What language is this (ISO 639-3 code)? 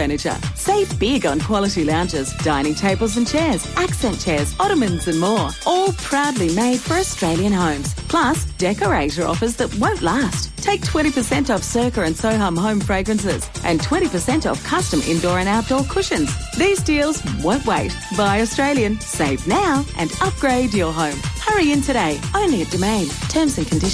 eng